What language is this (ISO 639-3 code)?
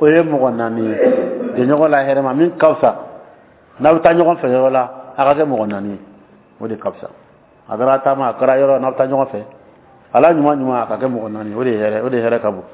dyu